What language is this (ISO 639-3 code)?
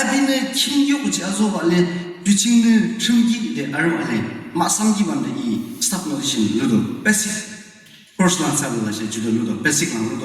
yim